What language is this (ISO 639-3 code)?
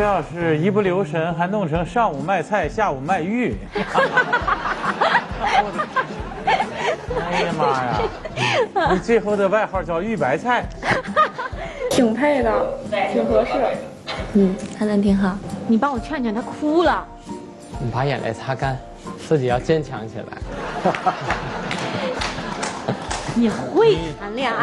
zho